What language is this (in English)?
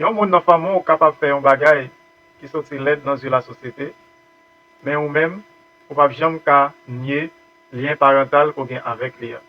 Haitian Creole